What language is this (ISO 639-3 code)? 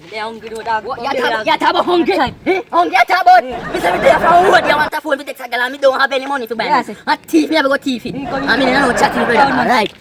jam